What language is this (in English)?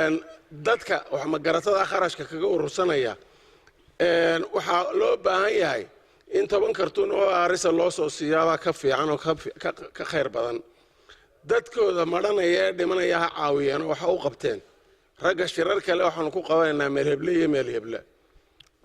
Somali